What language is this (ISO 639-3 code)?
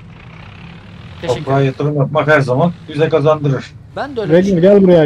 tur